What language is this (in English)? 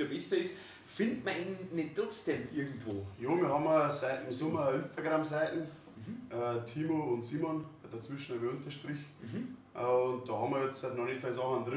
Bavarian